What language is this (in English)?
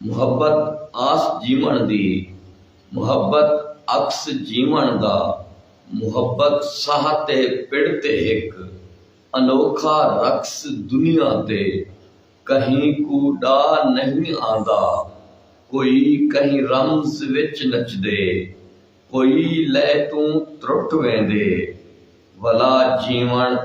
Saraiki